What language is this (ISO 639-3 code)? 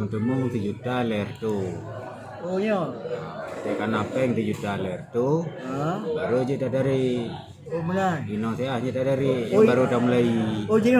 ace